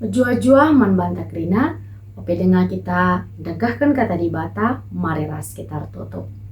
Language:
Batak Karo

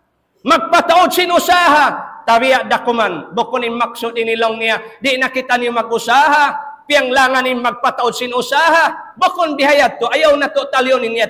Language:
Tausug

